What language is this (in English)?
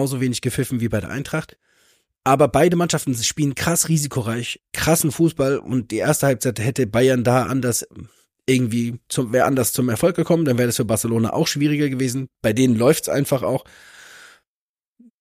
German